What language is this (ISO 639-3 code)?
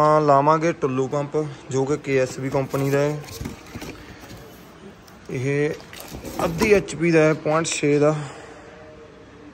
pan